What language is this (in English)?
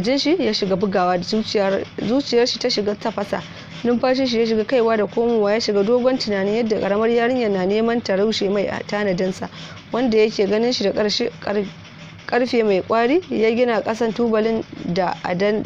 Hausa